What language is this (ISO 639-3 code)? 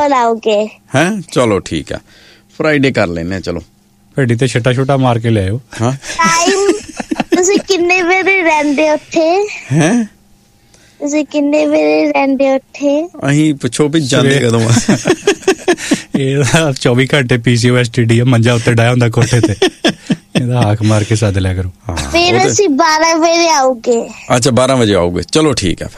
pan